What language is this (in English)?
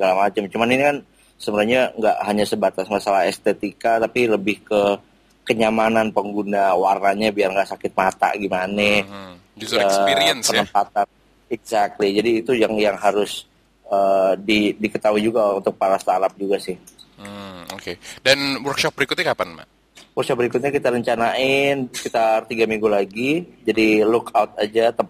Indonesian